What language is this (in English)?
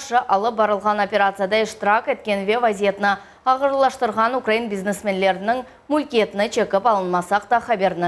Crimean Tatar